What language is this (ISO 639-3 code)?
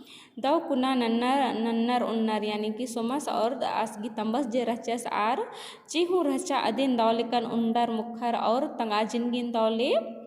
kru